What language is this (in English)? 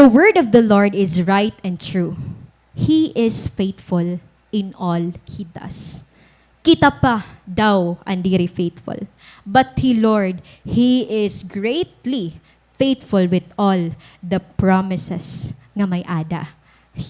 Waray